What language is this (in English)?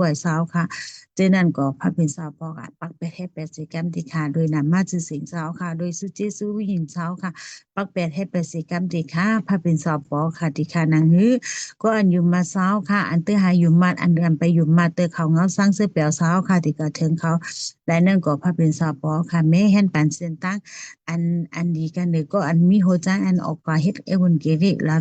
Shan